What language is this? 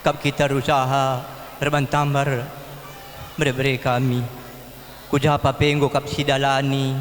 Batak Karo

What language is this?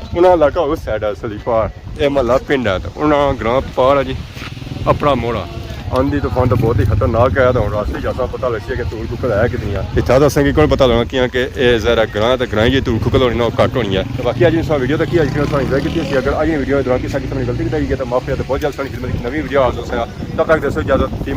Pahari-Potwari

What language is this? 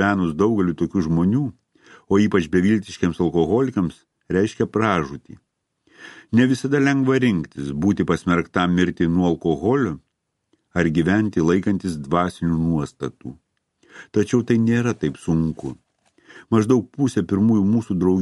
Lithuanian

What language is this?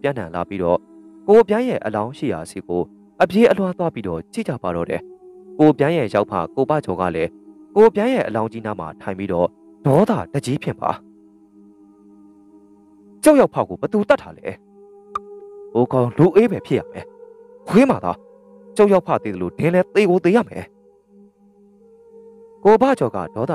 Burmese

